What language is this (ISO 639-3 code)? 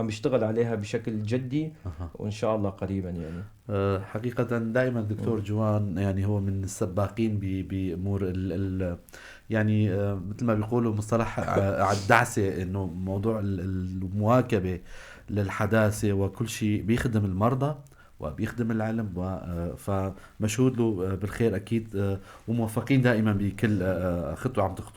apc